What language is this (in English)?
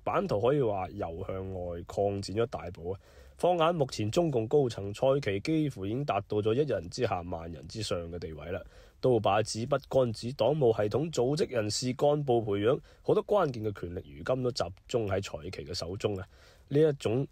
Cantonese